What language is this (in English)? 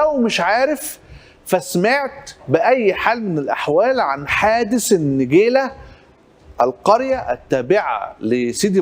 Egyptian Arabic